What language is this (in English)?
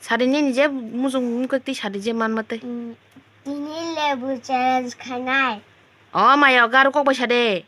Kok Borok